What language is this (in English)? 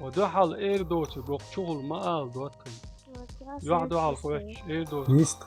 Chechen